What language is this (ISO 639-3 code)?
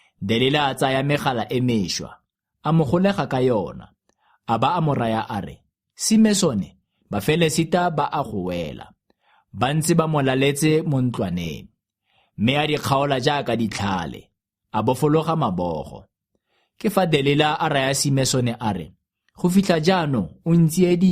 tsn